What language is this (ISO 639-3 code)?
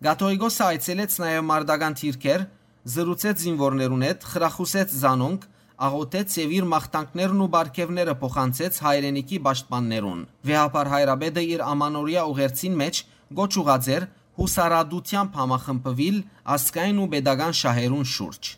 hyw